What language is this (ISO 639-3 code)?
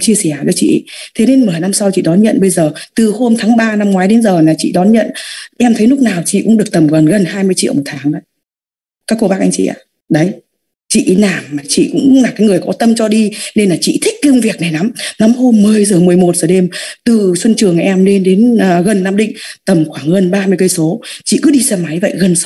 vie